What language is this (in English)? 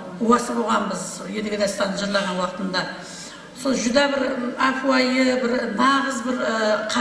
Kara-Kalpak